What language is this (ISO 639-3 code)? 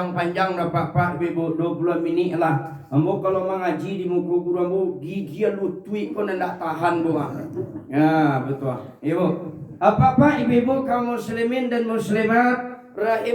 min